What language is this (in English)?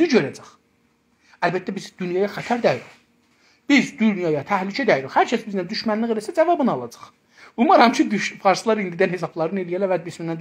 South Azerbaijani